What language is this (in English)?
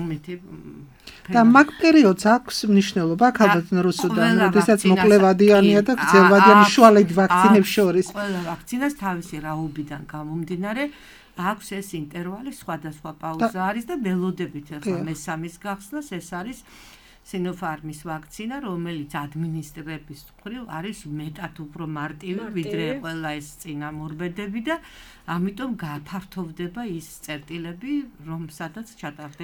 Georgian